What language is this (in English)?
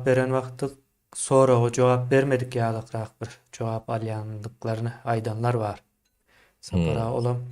Turkmen